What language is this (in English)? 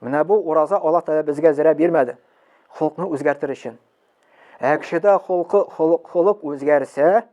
Tatar